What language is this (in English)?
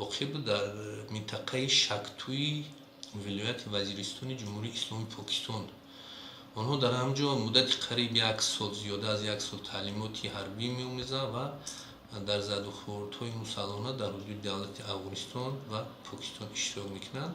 Tajik